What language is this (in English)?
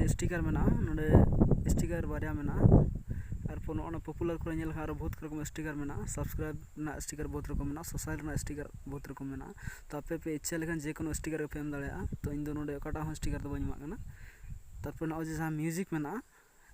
Santali